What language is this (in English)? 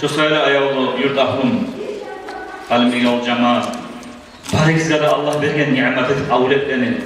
Kumyk